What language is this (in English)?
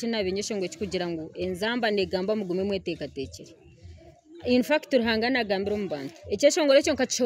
Nyankole